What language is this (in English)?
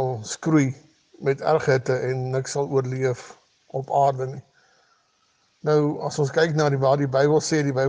Afrikaans